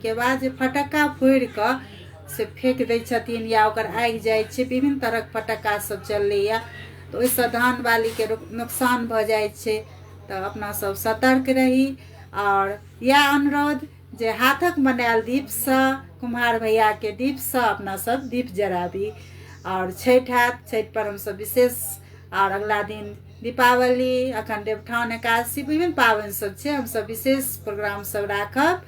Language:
Maithili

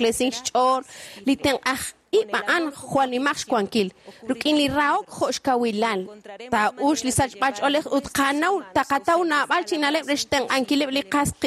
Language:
Kekchí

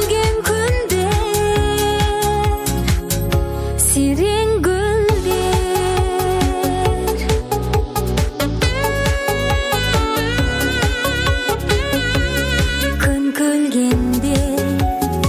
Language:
Kazakh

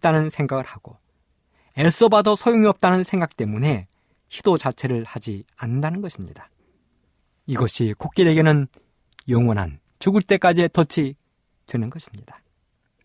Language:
Korean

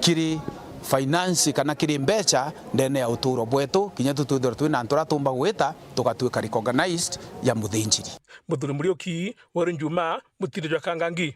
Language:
Meru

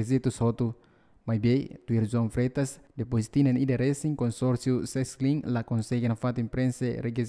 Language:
Tetum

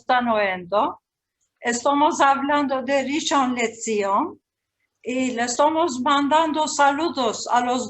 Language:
Ladino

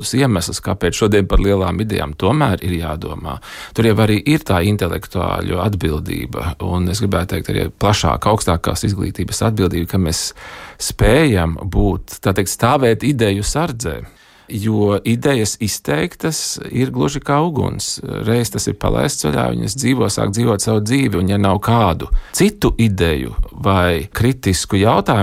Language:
Latvian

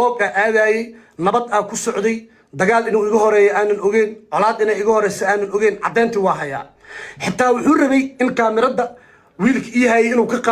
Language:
Somali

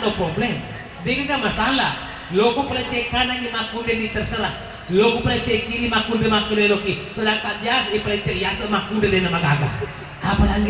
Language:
Buginese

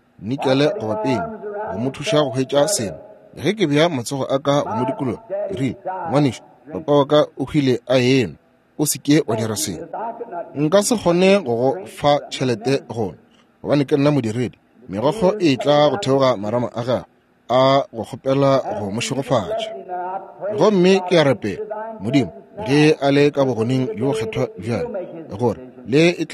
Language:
Northern Sotho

